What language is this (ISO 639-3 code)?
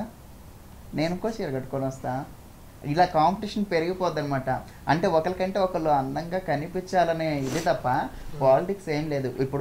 tel